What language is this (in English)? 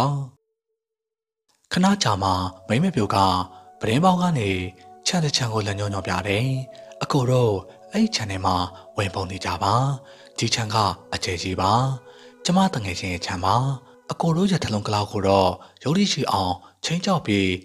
Burmese